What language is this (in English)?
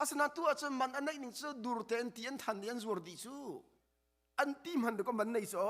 Hakha Chin